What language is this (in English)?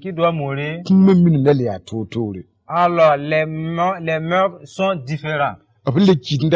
Mossi